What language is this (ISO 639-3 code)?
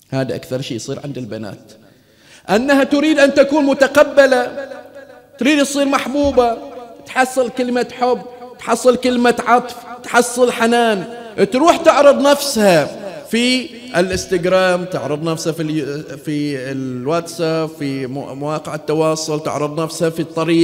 ara